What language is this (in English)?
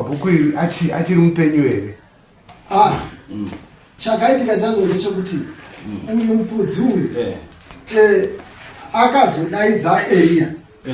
Shona